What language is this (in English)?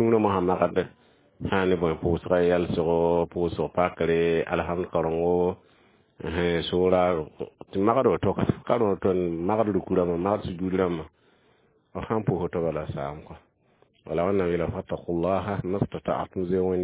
Mossi